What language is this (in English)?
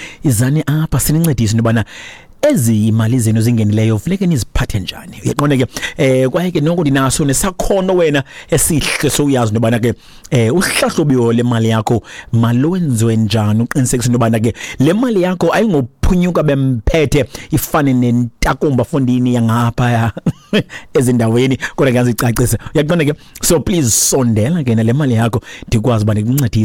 Xhosa